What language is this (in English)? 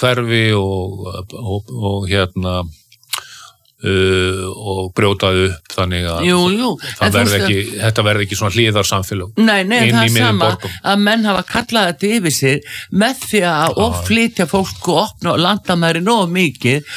Icelandic